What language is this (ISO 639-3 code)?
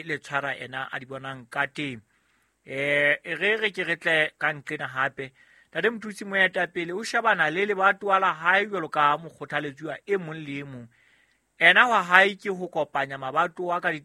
sot